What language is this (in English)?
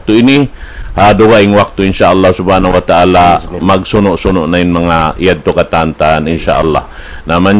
Tausug